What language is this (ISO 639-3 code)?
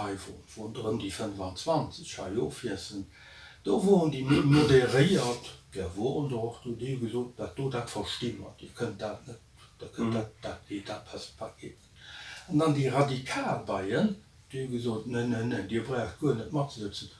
ltz